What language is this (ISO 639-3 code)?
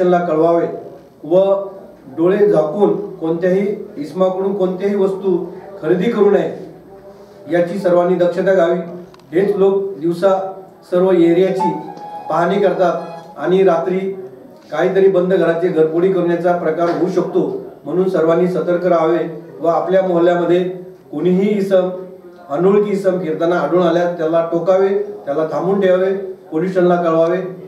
mar